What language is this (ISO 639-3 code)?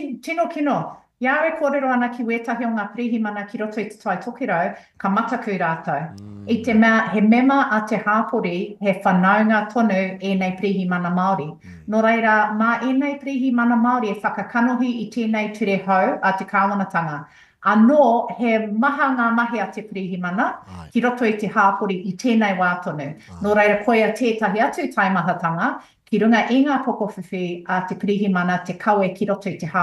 mri